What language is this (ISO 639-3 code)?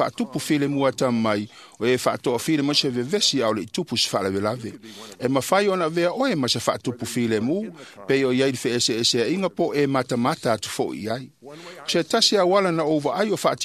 smo